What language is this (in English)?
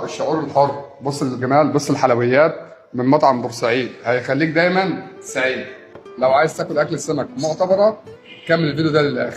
Egyptian Arabic